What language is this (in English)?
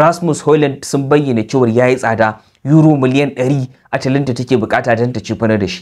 Hausa